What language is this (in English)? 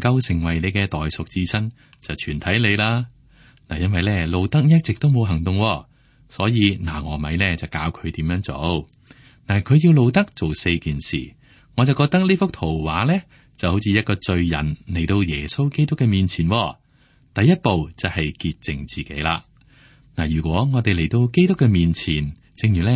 Cantonese